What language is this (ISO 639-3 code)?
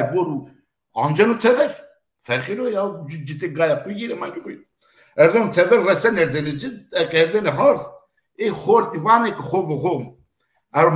zza